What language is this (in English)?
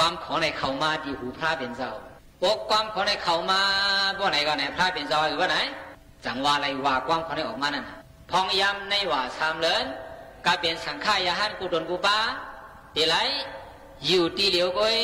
Shan